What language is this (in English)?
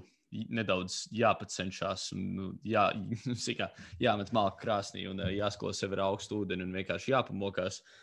Latvian